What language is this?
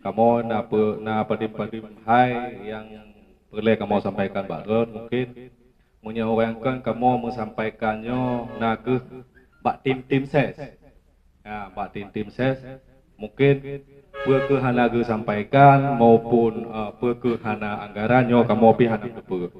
Achinese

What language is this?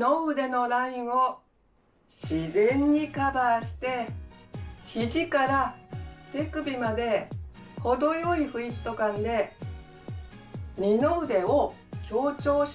Japanese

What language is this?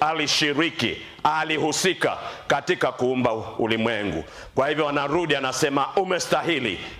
Swahili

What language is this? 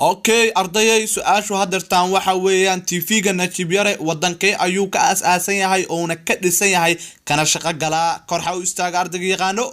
Somali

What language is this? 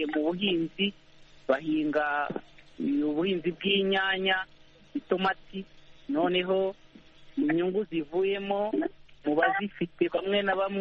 Kinyarwanda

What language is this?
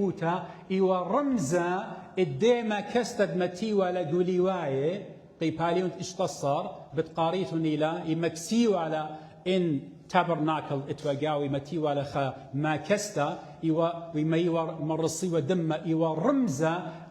Assyrian Neo-Aramaic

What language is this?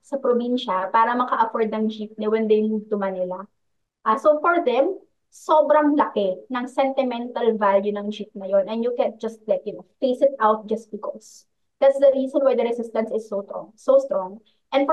Filipino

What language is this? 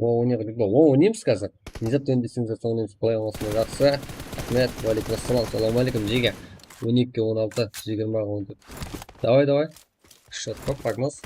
Kara-Kalpak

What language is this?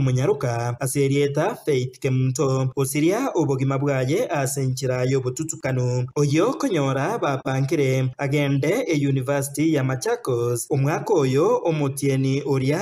Gusii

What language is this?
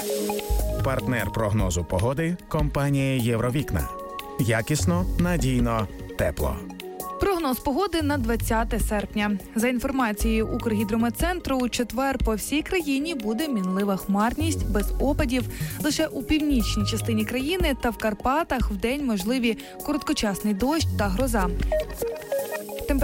Ukrainian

